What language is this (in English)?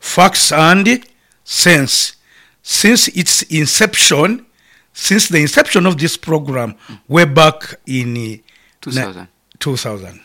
Nyoro